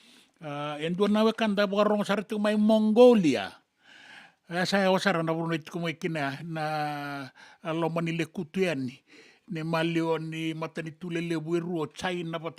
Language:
Fijian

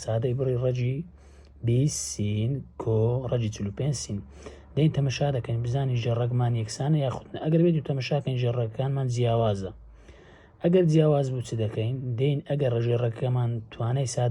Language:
Central Kurdish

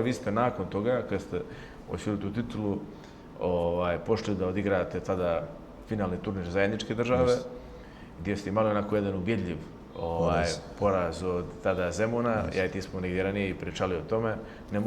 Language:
Bosnian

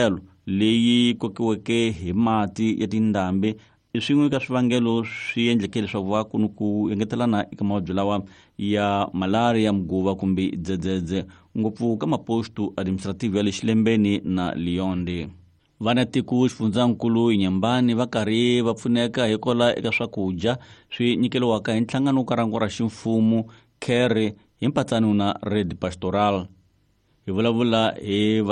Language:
Tsonga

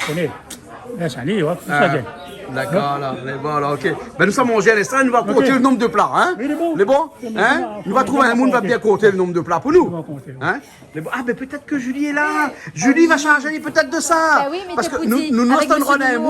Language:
Réunion Creole French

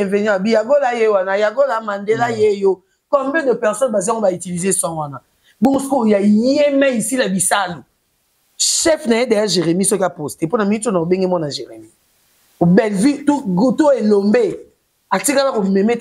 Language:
Lingala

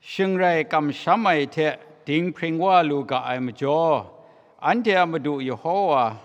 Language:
Kachin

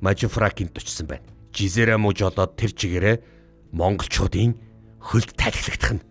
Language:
Mongolian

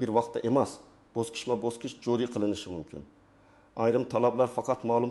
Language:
Uzbek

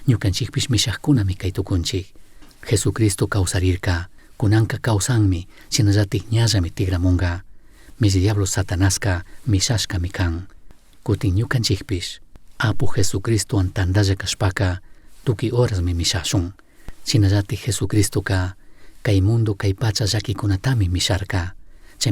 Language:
Chimborazo Highland Quichua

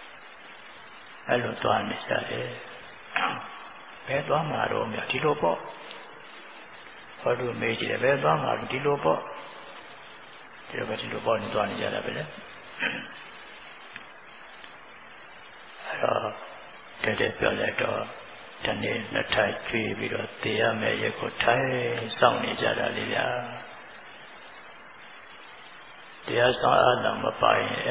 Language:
Burmese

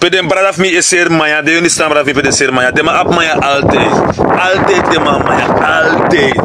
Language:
Sranan Tongo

